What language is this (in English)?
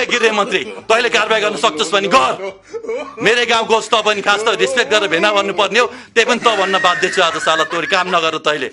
Nepali